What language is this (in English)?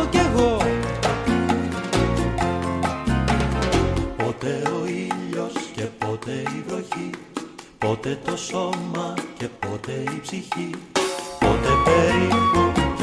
Greek